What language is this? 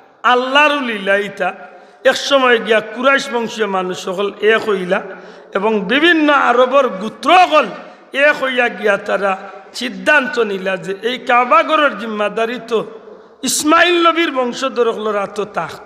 Sylheti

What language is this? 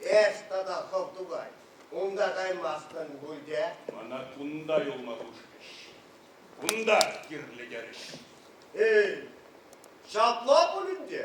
Chuvash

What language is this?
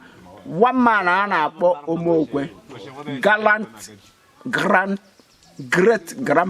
Igbo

